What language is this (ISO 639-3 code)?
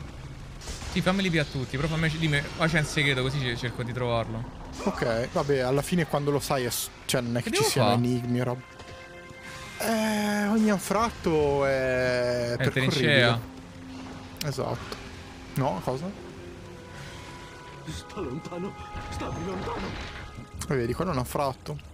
ita